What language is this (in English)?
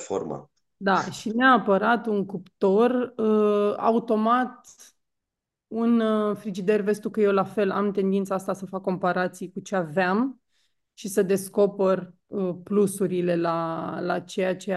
Romanian